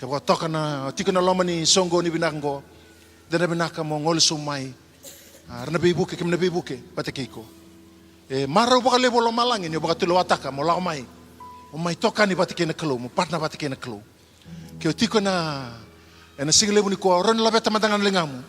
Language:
Fijian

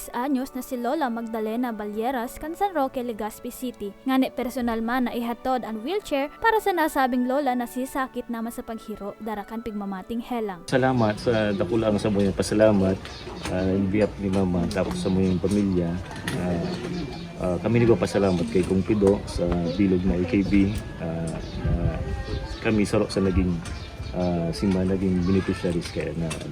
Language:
Bikol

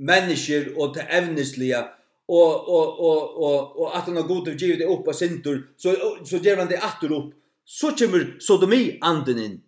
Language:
Faroese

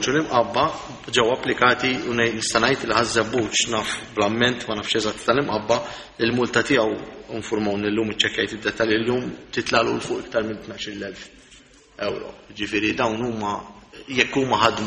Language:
Maltese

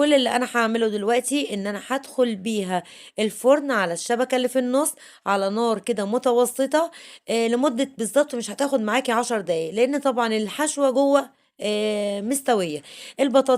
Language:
Egyptian Arabic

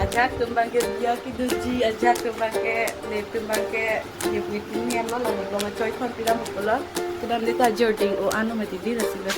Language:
Karbi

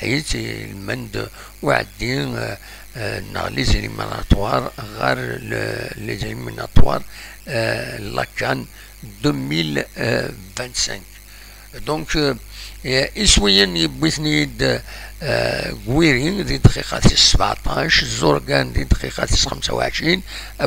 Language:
Kabyle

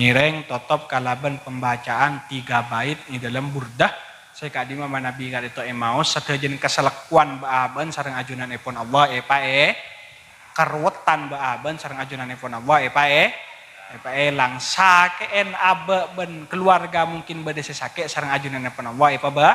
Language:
Madurese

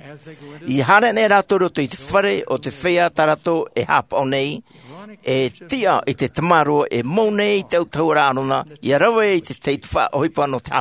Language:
Tahitian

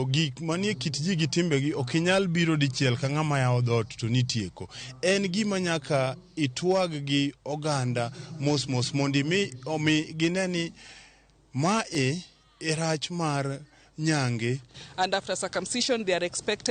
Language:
Luo (Kenya and Tanzania)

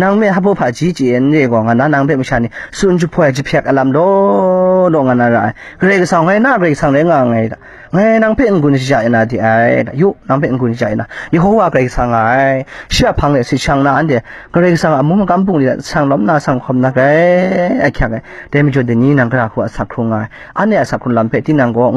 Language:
Kachin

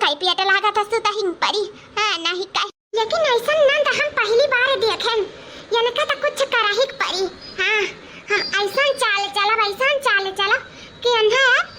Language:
Awadhi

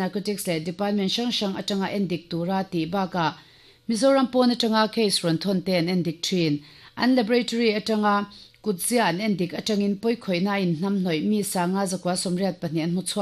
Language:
Mizo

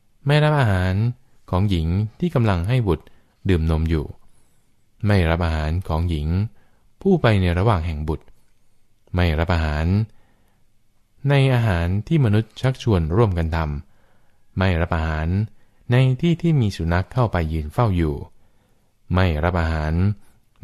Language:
Thai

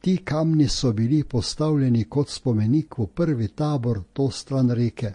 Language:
Slovenian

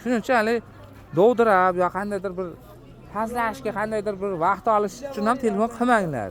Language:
Uzbek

